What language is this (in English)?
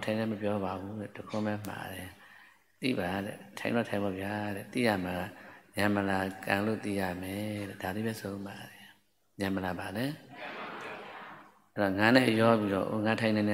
Burmese